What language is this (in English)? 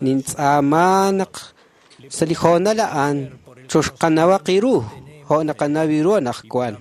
Kekchí